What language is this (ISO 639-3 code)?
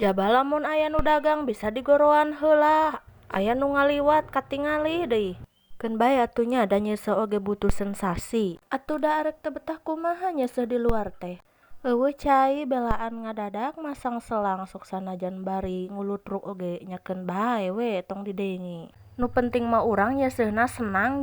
sun